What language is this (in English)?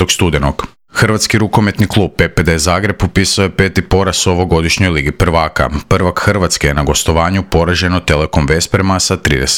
Croatian